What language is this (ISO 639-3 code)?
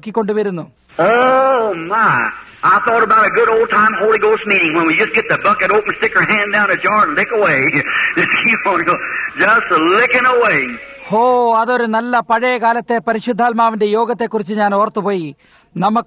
mal